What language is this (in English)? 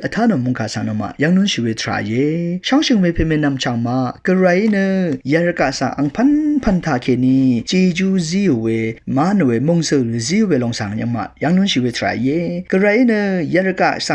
Rawang